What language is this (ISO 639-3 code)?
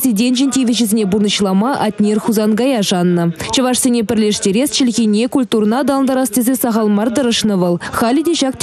chv